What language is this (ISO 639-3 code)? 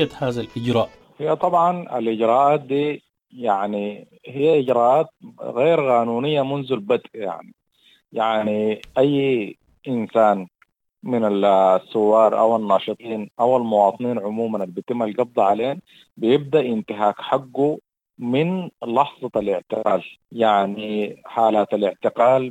apd